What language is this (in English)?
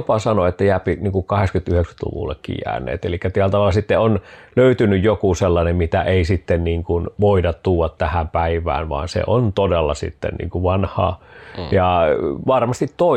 Finnish